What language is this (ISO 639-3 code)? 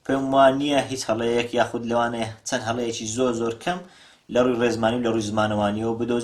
ckb